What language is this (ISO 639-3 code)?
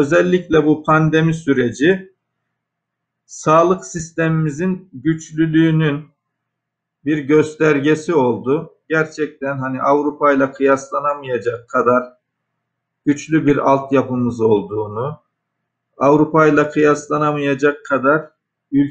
tur